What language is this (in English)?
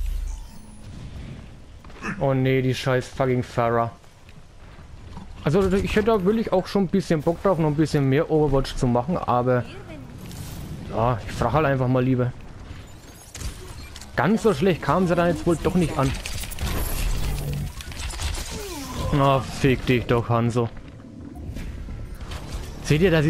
German